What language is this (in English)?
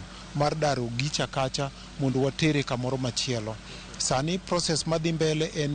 Luo (Kenya and Tanzania)